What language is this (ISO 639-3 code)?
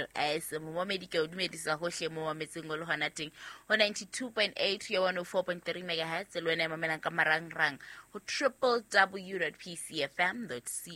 sot